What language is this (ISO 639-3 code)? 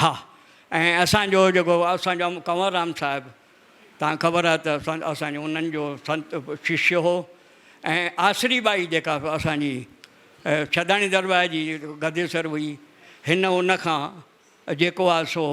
snd